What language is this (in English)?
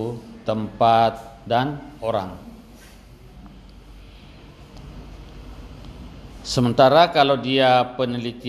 Indonesian